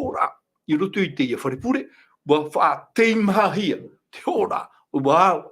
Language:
Tahitian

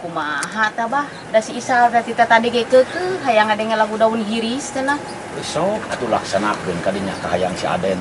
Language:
Sundanese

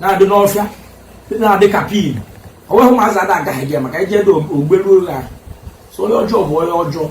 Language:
Igbo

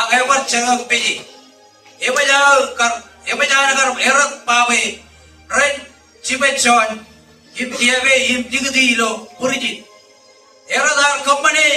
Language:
Marshallese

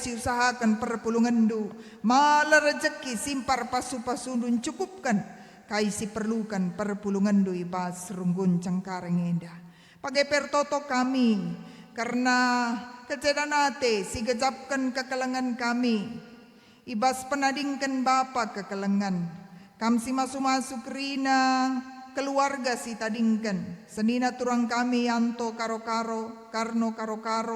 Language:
Batak Karo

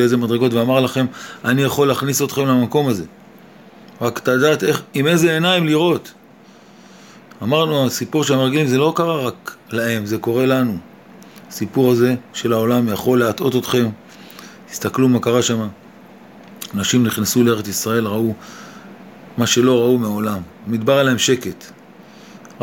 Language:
Hebrew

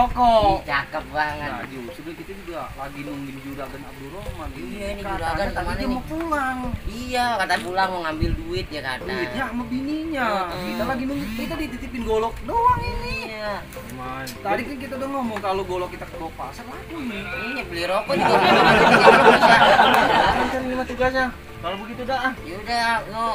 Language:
Betawi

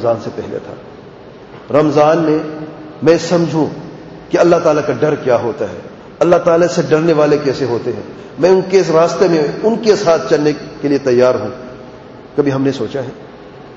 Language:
Urdu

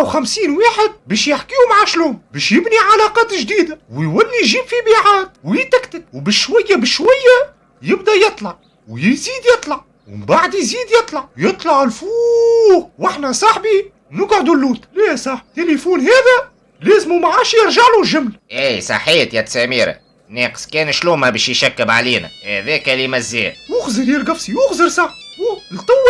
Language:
Tunisian Arabic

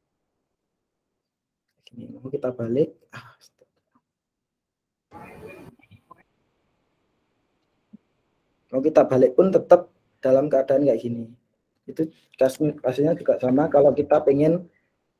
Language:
Indonesian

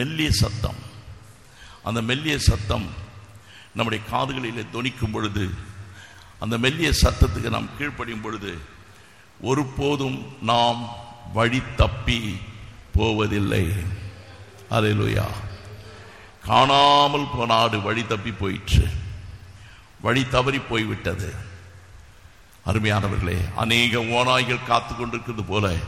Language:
Tamil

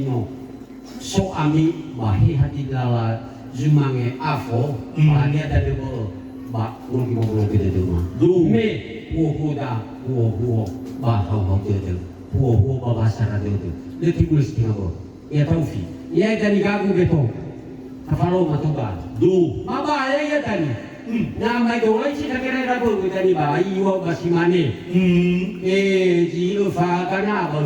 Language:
Nias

